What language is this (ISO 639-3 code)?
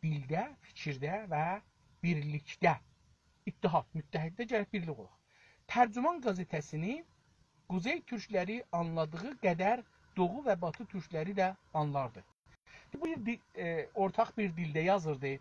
azb